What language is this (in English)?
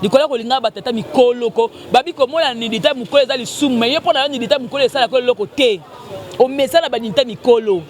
Lingala